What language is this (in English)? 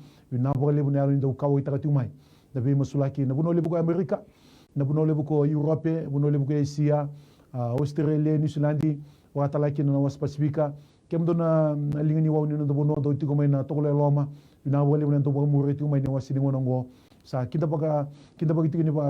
Fijian